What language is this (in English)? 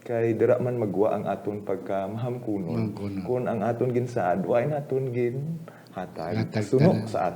Hiligaynon